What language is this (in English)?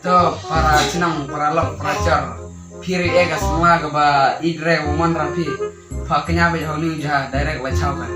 Khasi